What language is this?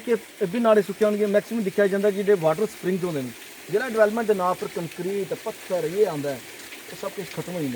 Dogri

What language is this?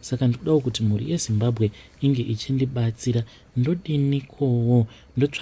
Shona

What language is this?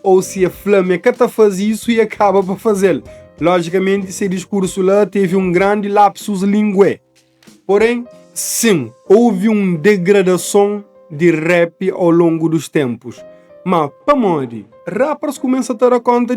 Kabuverdianu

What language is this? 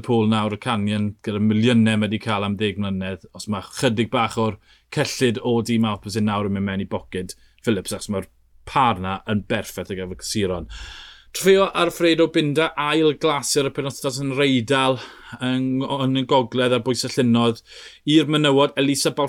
Welsh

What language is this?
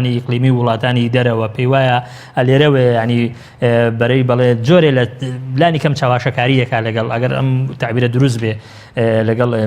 Central Kurdish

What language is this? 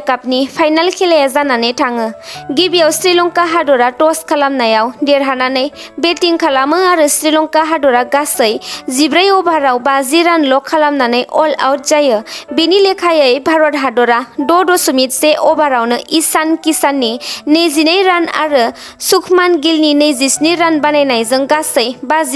Bodo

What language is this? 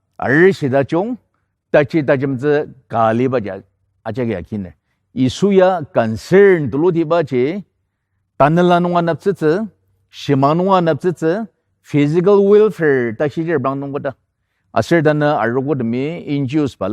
Ao Naga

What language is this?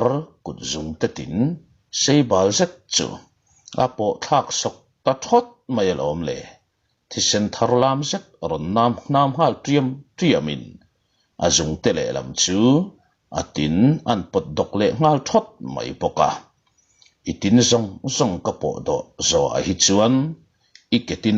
Mizo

